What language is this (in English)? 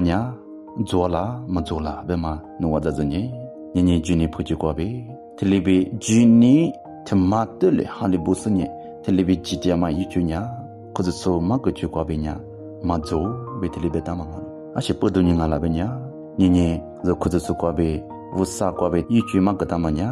Lisu